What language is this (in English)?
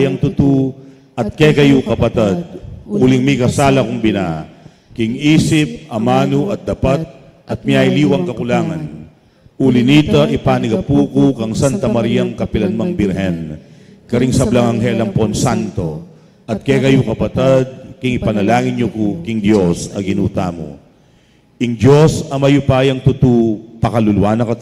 Pampanga